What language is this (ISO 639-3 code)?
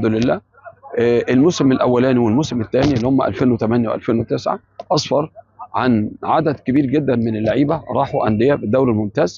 arz